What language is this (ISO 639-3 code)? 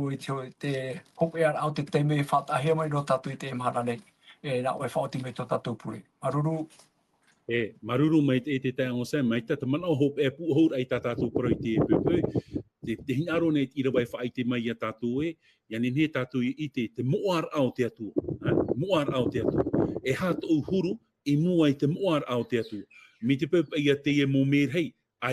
tah